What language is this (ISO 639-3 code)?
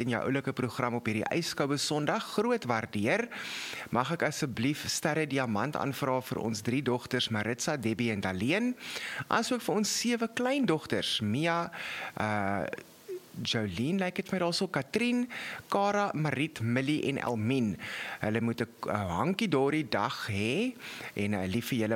afr